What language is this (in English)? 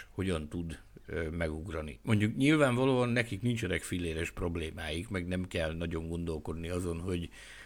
Hungarian